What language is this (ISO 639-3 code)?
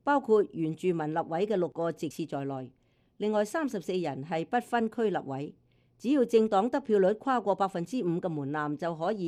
yue